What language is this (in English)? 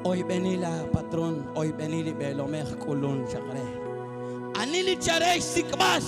Kekchí